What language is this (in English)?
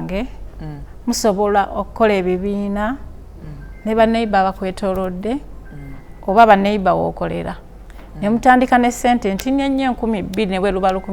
Ganda